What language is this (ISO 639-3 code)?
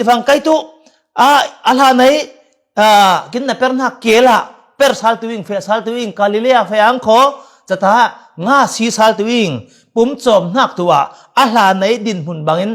cfm